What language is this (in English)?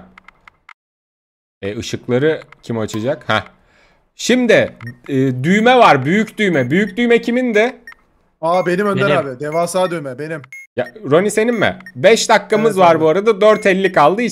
Turkish